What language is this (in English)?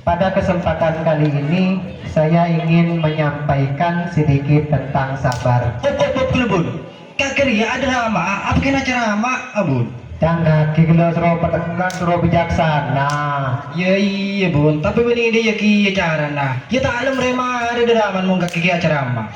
Madurese